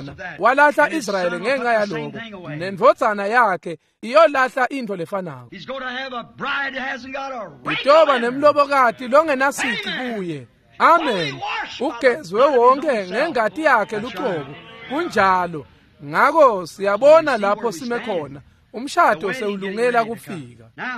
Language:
Swati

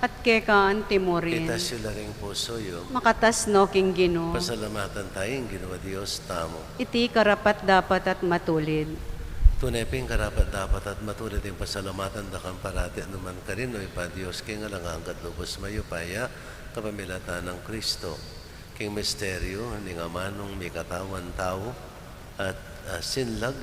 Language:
Pampanga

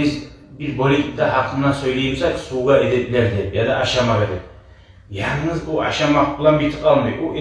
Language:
Kumyk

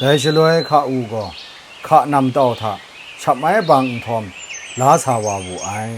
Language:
Kachin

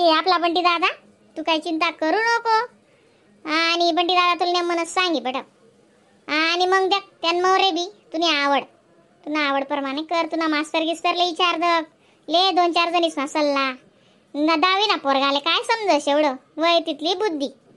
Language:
Khandesi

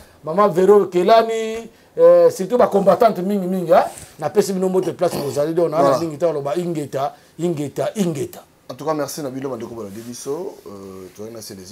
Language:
Lingala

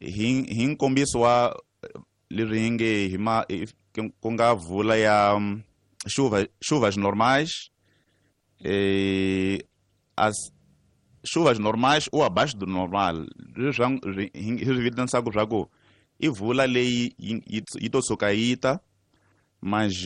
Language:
Tsonga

